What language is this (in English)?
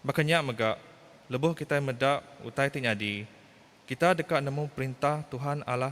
Iban